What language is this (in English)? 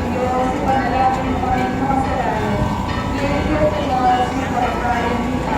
Pampanga